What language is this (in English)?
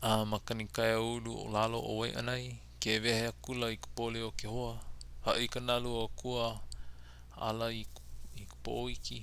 Hawaiian